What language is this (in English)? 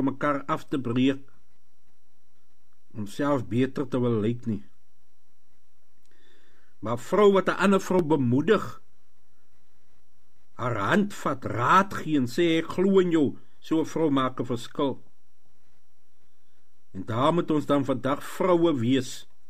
Afrikaans